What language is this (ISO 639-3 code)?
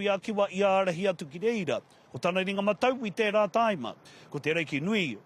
mri